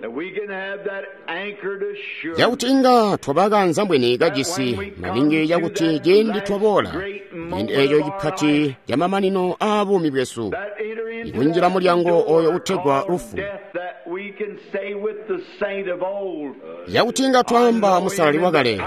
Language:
Tonga (Zambia)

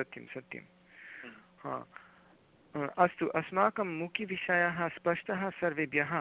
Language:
Sanskrit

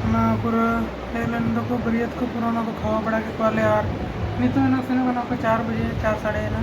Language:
Santali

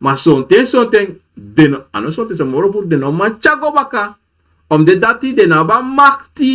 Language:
Sranan Tongo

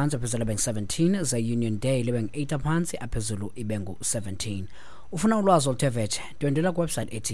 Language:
Xhosa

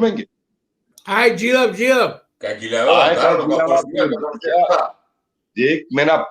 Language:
Balkan Romani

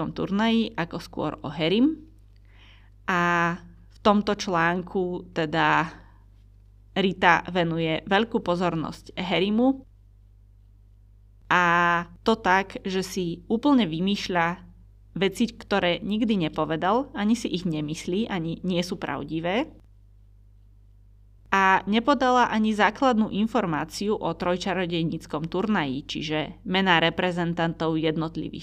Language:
Slovak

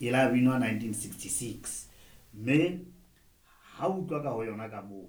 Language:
Southern Sotho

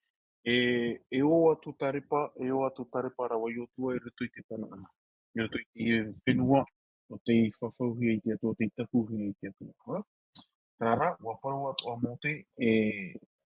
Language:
Tahitian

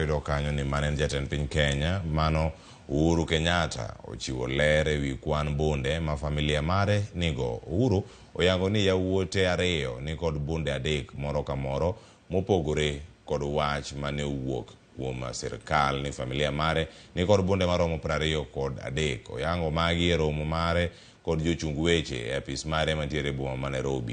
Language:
Luo (Kenya and Tanzania)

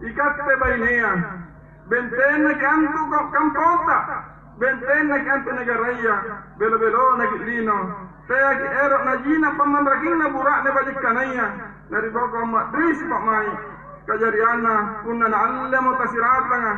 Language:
Makasar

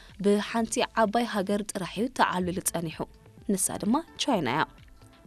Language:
Tigrinya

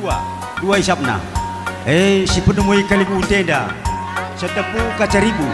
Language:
Batak Karo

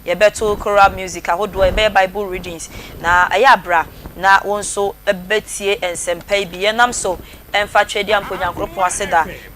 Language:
Akan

